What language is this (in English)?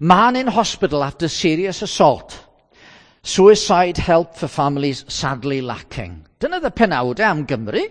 Welsh